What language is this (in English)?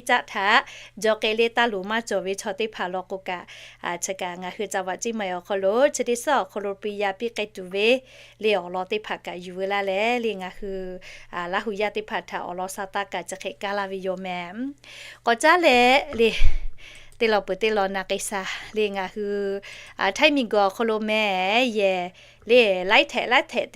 Lahu